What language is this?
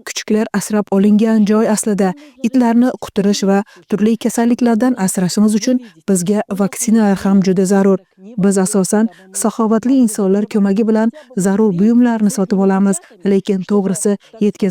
Uzbek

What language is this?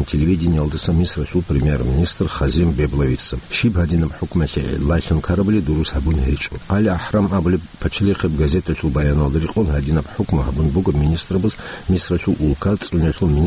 Avaric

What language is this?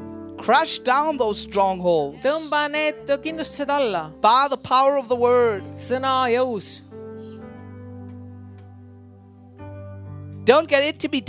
Estonian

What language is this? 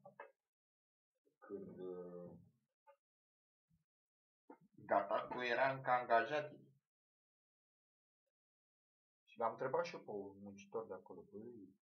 Romanian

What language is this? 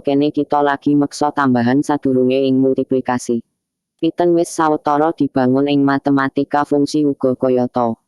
Javanese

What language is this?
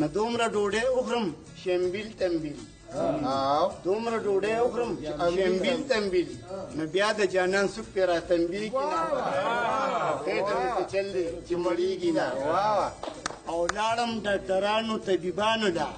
Pashto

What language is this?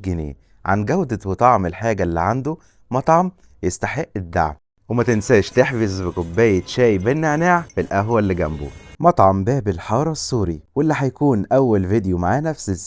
Egyptian Arabic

